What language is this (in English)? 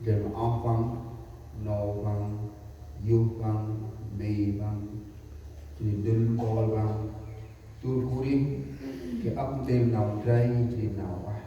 Central Mnong